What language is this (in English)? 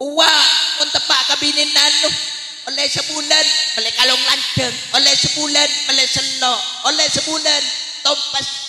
Madurese